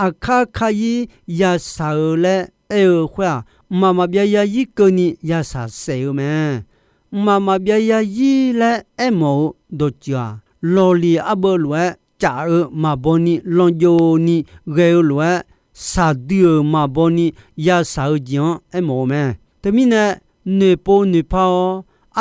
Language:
Akha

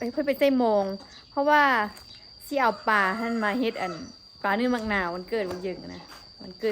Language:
Lao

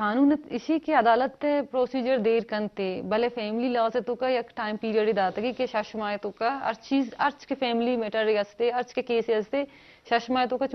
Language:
Eastern Balochi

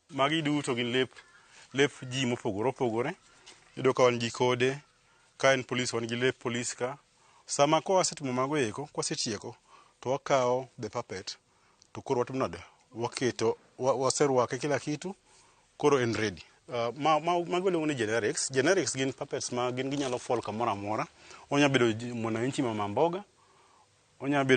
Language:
Luo (Kenya and Tanzania)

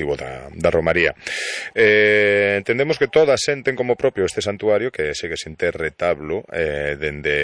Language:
Galician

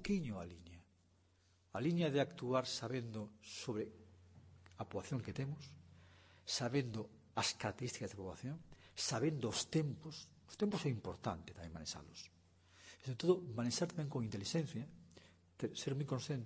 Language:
Galician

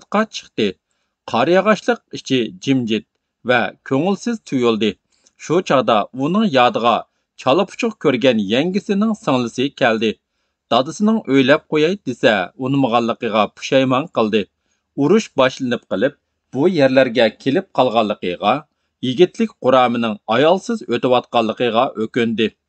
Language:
Uyghur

